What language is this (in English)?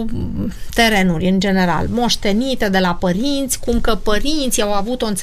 Romanian